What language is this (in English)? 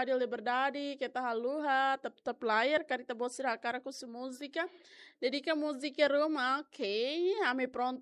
Tetum